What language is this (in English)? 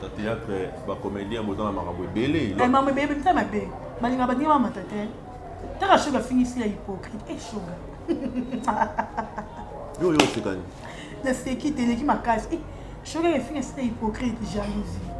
Lingala